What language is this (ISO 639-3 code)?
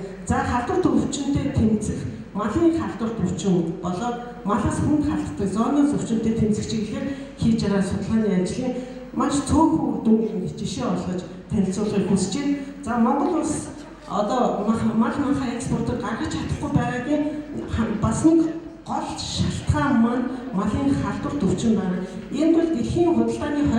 mon